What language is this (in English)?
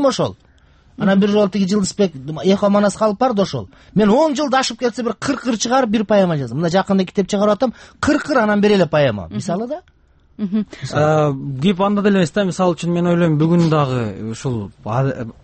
Kyrgyz